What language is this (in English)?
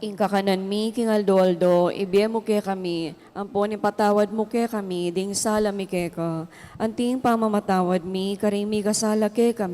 Pampanga